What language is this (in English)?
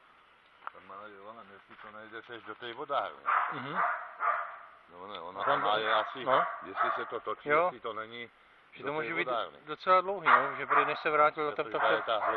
Czech